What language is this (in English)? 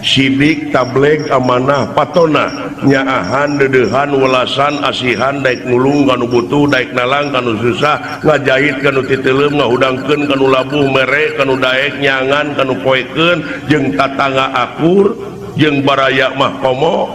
Sundanese